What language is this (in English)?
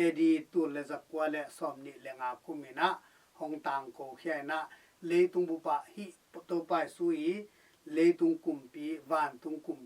Tedim Chin